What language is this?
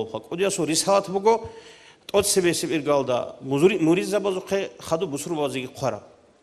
Avaric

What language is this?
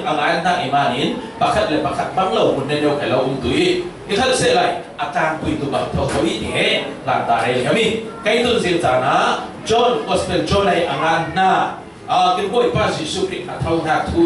Falam Chin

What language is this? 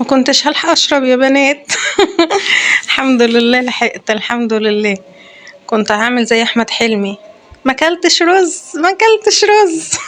Egyptian Arabic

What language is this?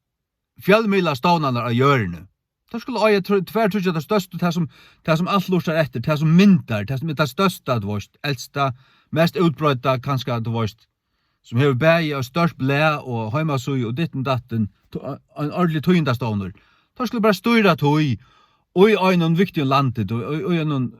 Faroese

